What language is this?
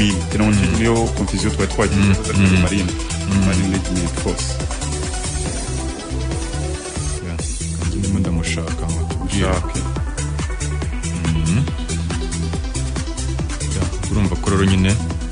Kinyarwanda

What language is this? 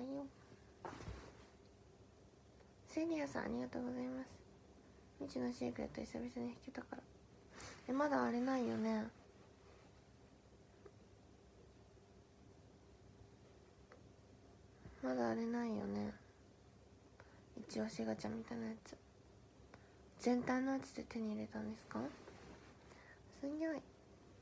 Japanese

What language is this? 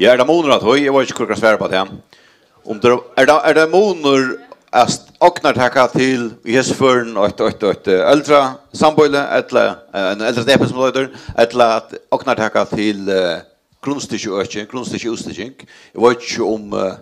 Faroese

